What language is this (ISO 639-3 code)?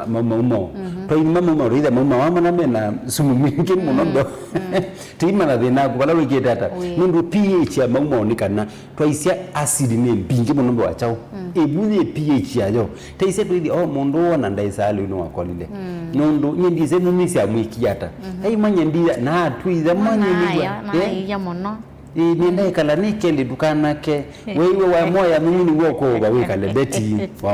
kam